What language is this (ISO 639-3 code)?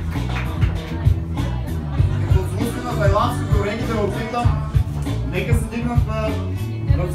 bul